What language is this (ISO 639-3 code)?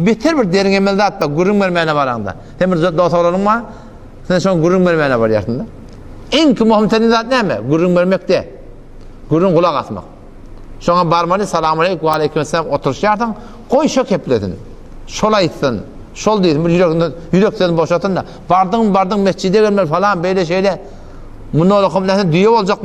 tuk